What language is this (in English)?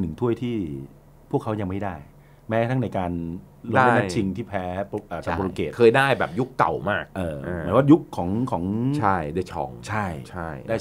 Thai